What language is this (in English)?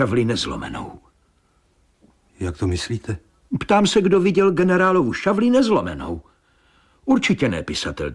Czech